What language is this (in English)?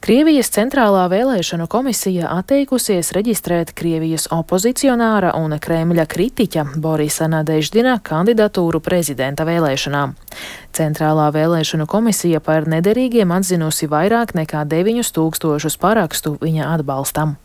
Latvian